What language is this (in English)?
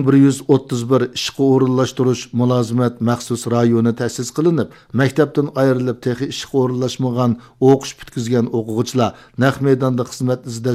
Uyghur